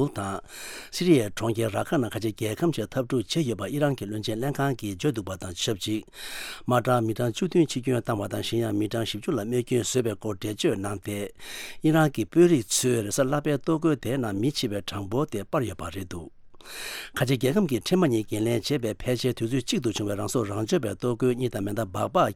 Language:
Tibetan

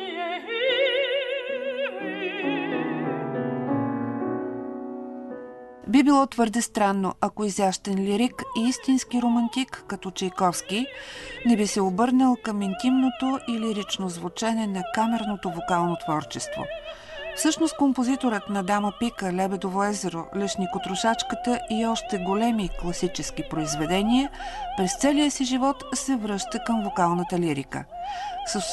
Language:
Bulgarian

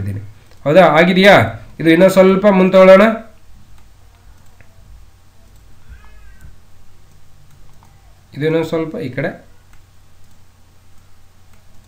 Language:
Kannada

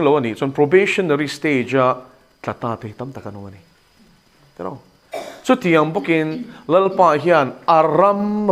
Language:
Mizo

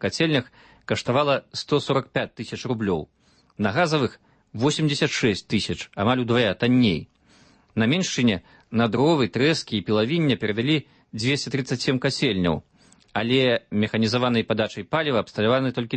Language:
Belarusian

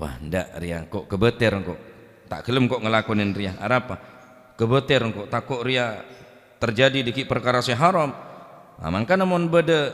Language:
Madurese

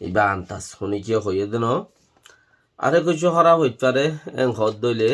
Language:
Rohingya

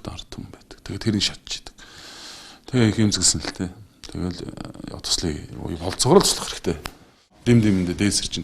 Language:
Mongolian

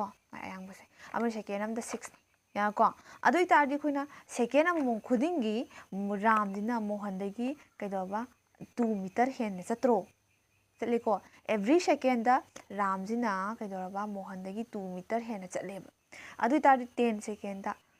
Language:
Manipuri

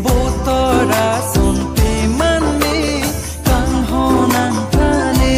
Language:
Karbi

